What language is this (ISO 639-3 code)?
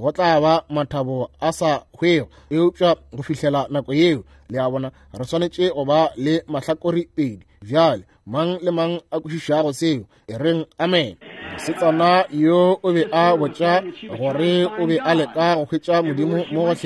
nso